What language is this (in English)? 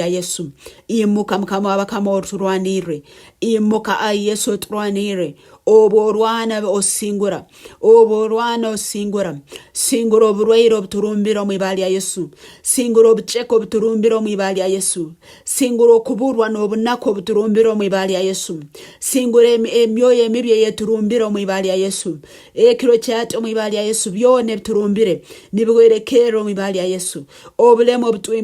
Nyankole